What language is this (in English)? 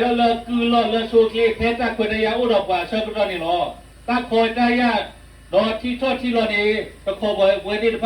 S'gaw Karen